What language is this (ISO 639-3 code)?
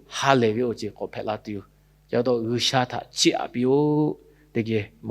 lhu